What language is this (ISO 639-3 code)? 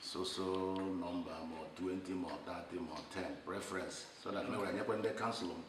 ibo